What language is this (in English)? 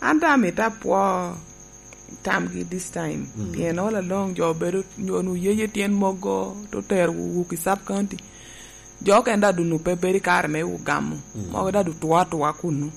Lango (Uganda)